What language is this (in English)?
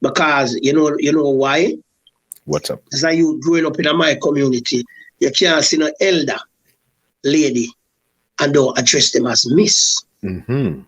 Jamaican Creole English